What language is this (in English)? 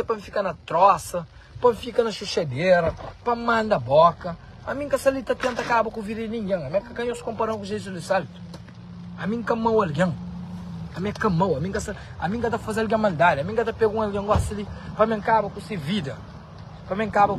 Kabuverdianu